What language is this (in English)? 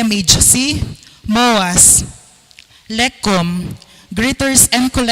Pampanga